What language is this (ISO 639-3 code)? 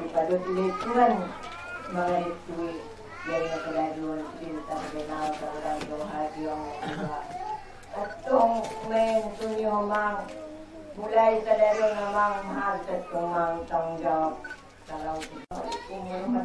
akb